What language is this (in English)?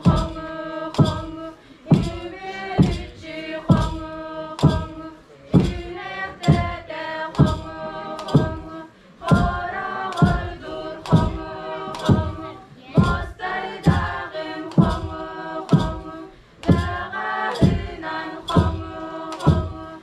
Yakut